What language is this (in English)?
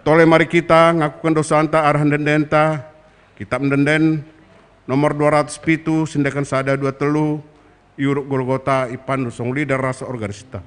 Batak Karo